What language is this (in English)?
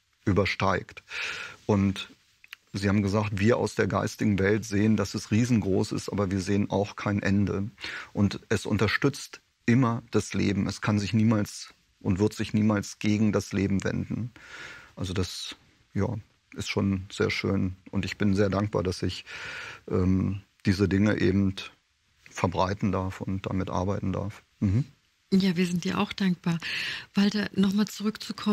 German